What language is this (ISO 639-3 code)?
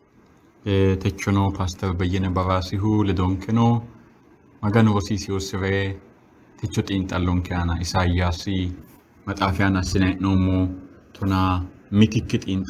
sid